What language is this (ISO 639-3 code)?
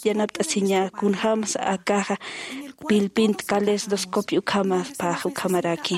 aym